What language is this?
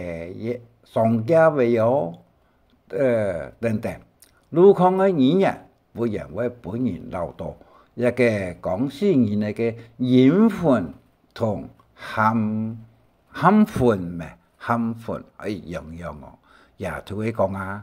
Hakka Chinese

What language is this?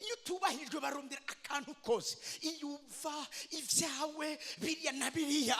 Rundi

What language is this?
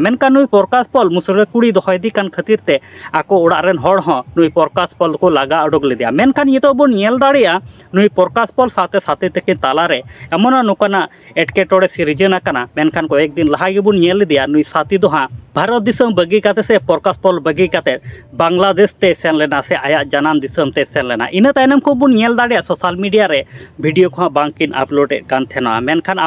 Santali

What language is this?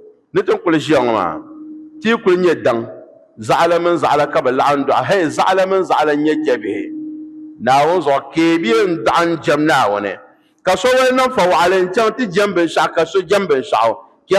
Dagbani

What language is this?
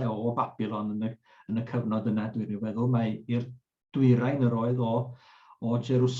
Welsh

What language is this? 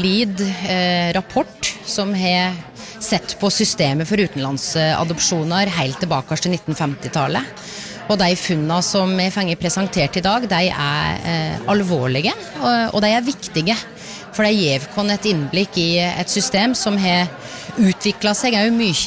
Norwegian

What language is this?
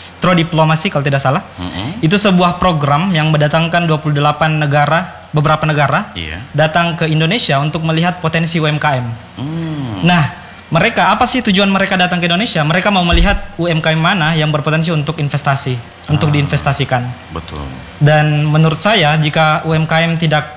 Indonesian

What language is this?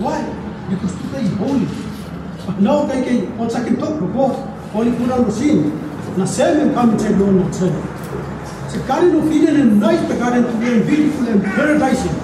Tok Pisin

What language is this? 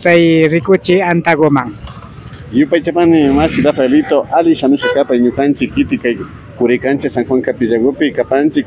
Imbabura Highland Quichua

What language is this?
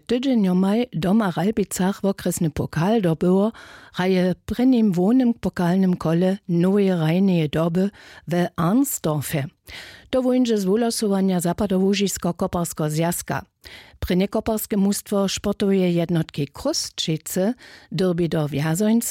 Upper Sorbian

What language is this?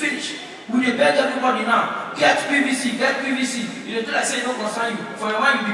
Nigerian Pidgin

